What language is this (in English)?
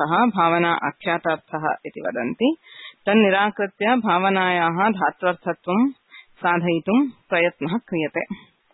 Sanskrit